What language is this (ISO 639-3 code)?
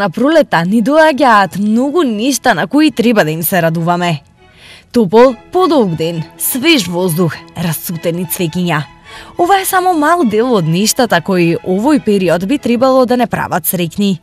mkd